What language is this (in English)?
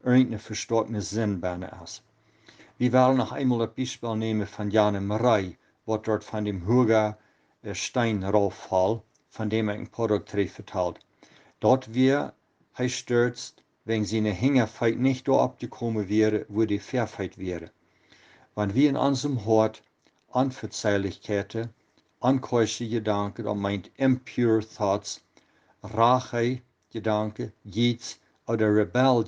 Plautdietsch